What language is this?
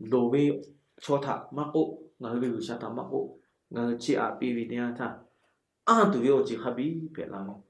Lahu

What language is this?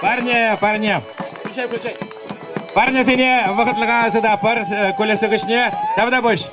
Chuvash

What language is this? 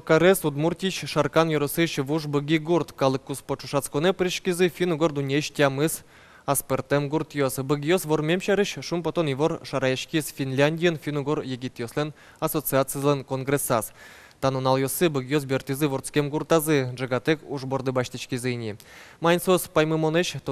Udmurt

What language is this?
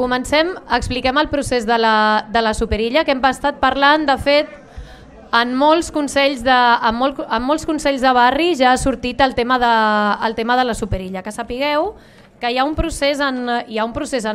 Catalan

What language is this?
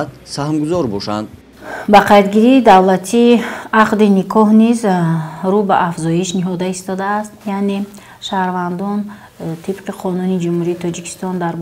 Tajik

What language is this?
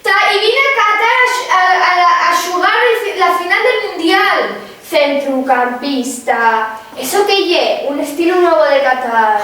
Asturian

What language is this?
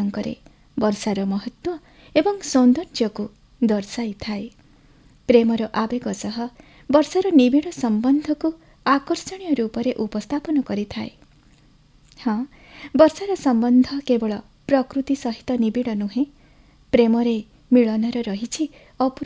Odia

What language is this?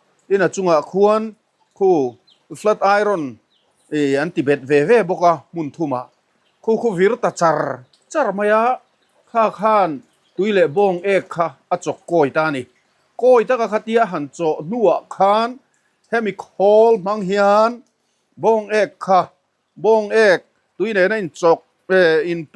Mizo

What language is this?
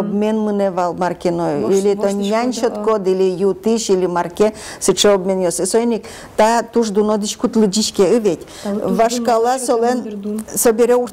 Udmurt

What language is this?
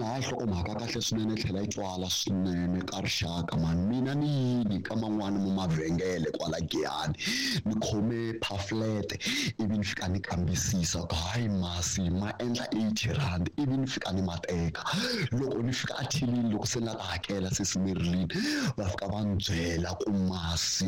Tsonga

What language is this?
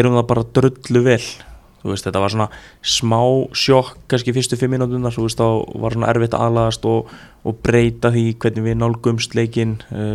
Icelandic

